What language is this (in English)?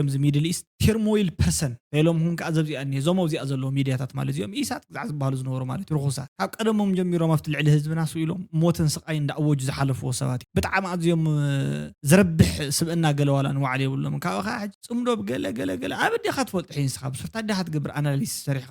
Tigrinya